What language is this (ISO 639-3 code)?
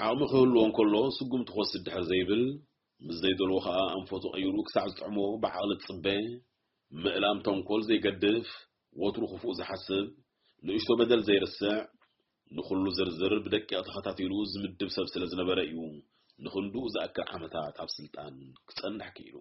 tir